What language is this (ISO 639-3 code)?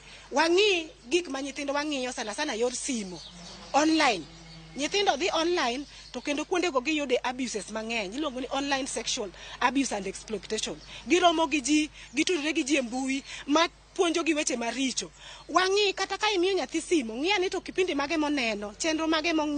luo